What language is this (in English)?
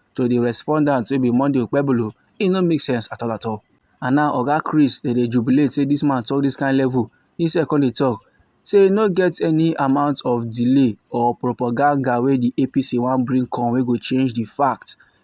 Nigerian Pidgin